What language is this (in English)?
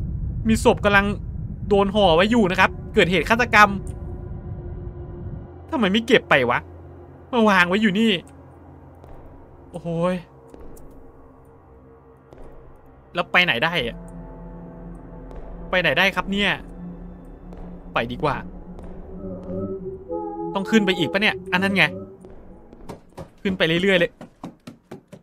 Thai